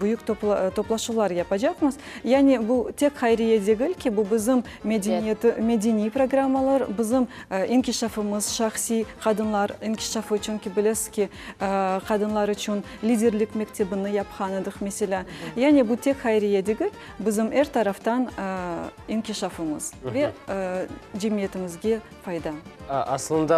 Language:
Crimean Tatar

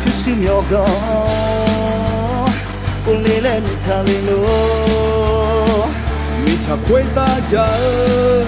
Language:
Akha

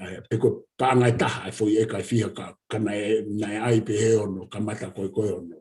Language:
Tongan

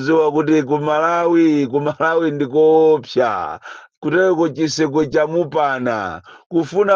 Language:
Nyanja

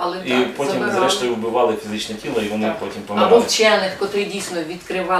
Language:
Ukrainian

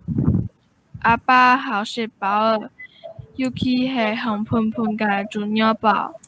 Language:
Hakka Chinese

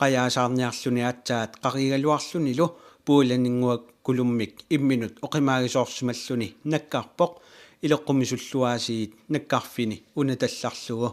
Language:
Kalaallisut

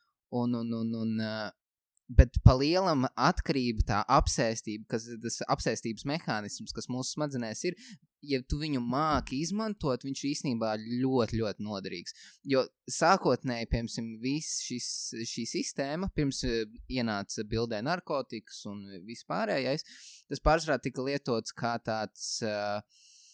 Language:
Latvian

